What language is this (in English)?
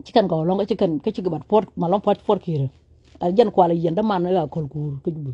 Nuer